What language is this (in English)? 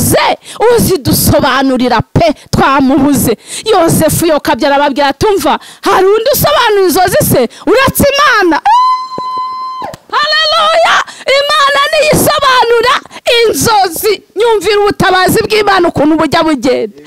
Kinyarwanda